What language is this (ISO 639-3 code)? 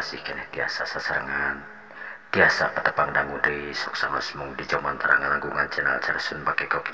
sun